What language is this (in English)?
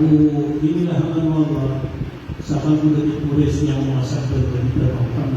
Maranao